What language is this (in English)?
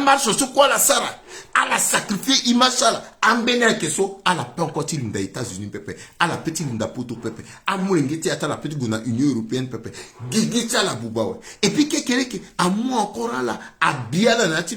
Sango